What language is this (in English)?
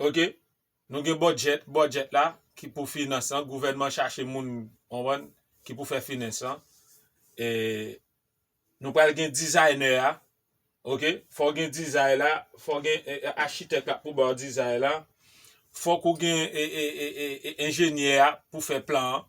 Haitian Creole